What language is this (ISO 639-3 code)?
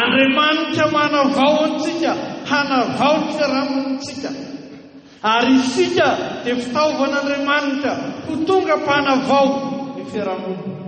mlg